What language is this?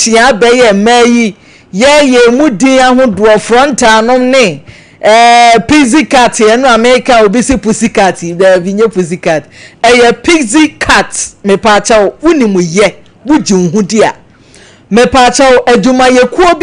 Akan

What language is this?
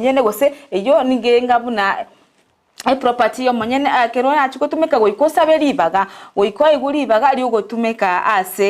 Gusii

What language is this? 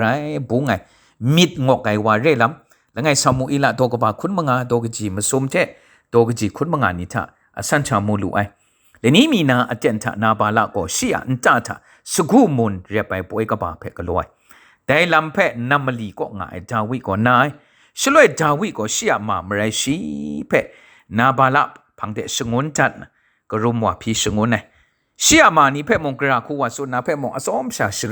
Kachin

